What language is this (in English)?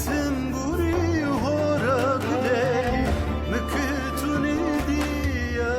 Zaza